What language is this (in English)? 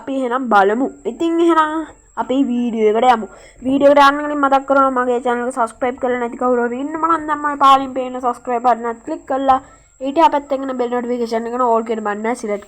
Sinhala